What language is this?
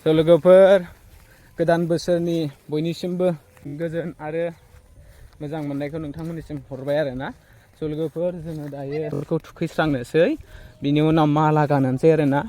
Bodo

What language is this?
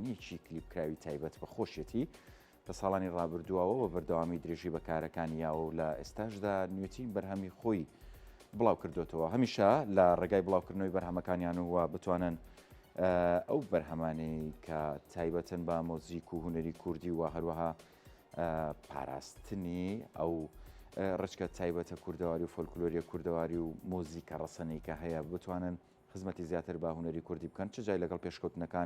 Central Kurdish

